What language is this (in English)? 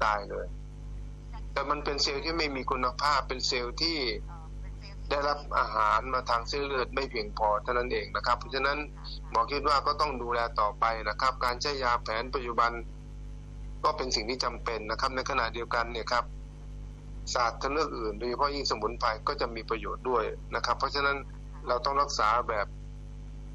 Thai